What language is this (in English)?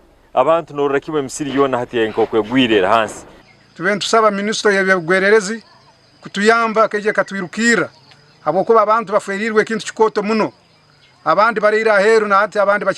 Nyankole